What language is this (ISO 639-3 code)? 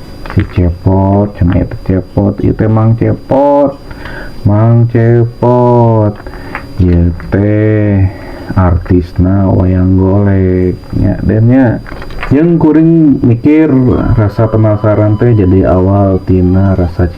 sun